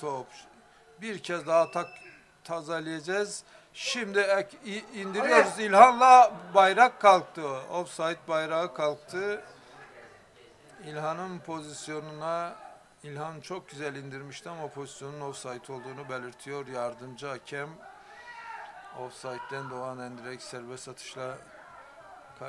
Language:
Turkish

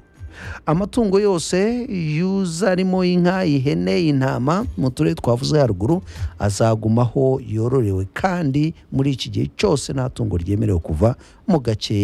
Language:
Kinyarwanda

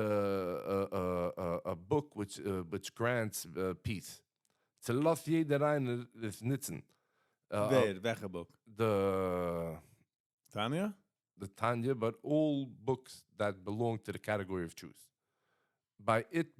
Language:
Yiddish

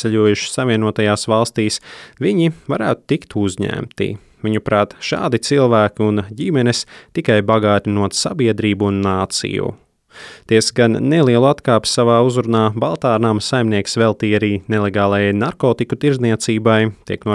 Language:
Latvian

